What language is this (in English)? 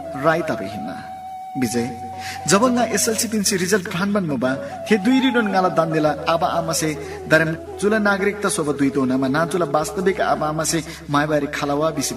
Eastern Tamang